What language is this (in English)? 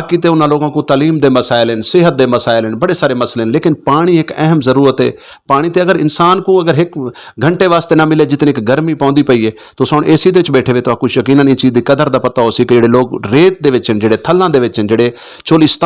Saraiki